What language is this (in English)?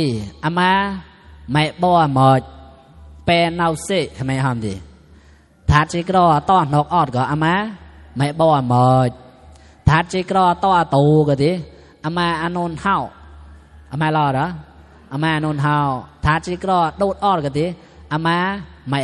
Mon